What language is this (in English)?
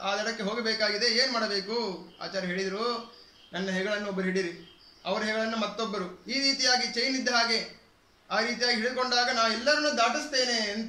Kannada